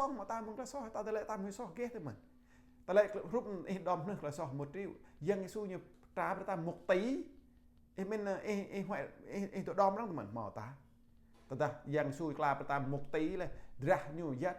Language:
Jarai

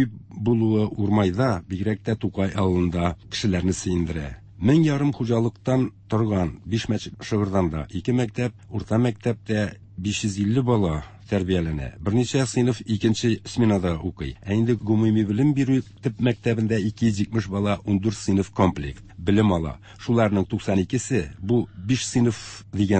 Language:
Tatar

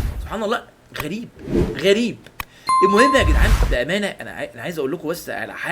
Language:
Egyptian Arabic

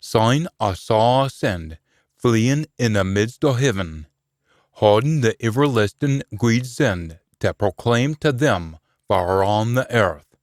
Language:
Scots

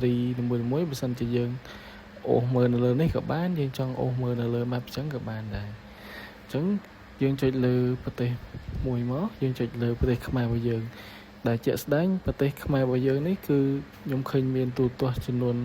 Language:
Khmer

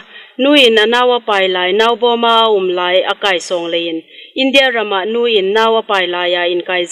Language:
Hmar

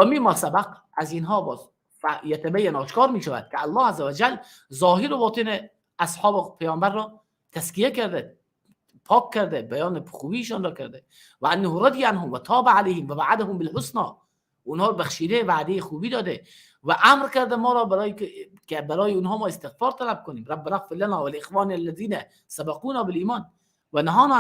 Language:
Persian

